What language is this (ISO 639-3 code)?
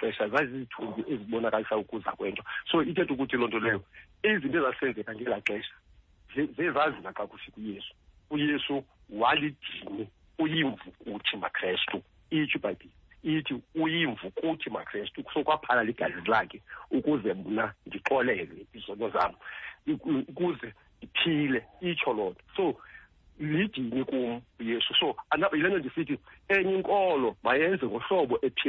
xho